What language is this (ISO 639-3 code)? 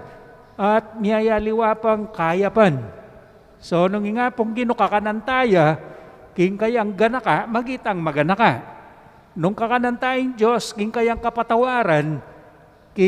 pam